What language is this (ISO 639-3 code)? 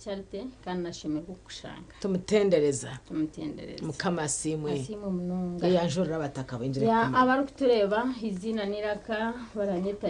nyn